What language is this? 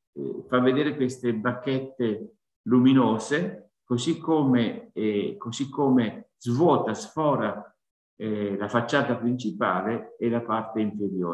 Italian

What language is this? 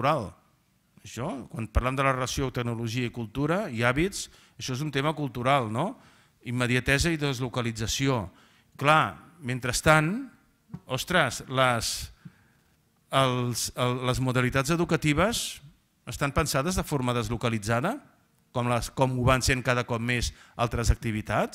Catalan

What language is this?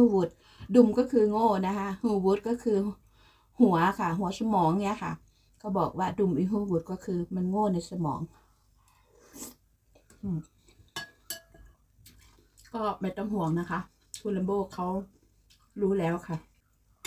Thai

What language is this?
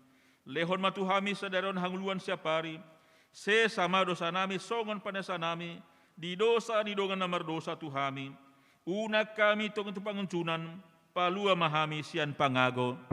Batak Toba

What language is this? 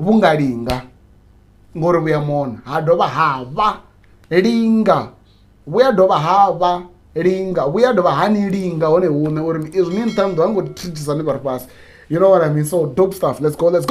Venda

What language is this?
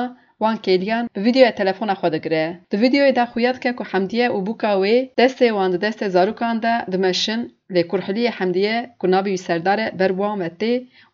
Kurdish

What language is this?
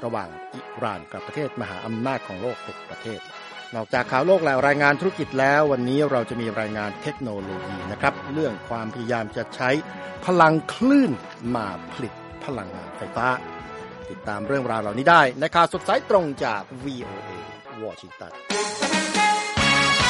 Thai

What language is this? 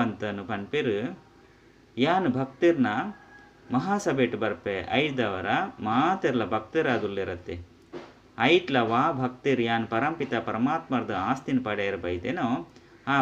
Tulu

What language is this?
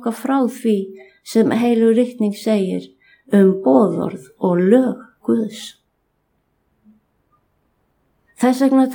Icelandic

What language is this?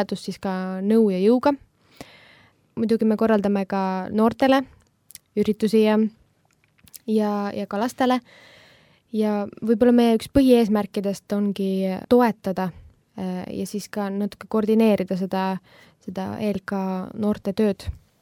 Estonian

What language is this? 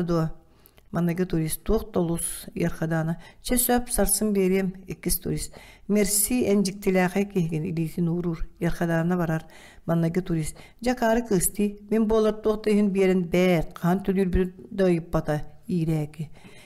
Yakut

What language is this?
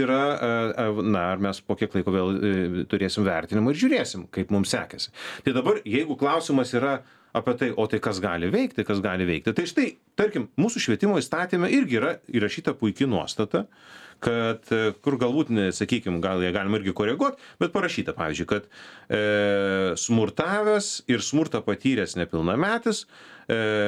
Lithuanian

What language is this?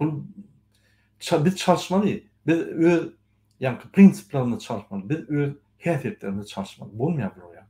Turkmen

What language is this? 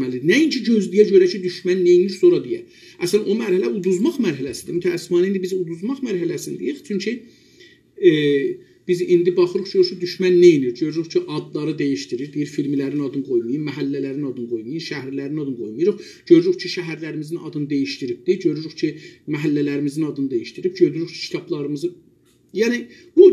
South Azerbaijani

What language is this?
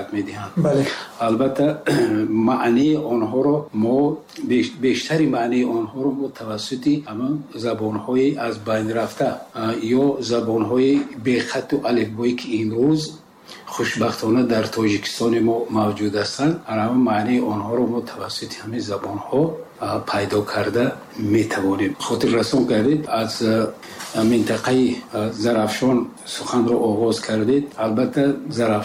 Tajik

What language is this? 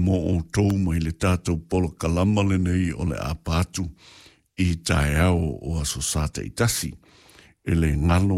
Samoan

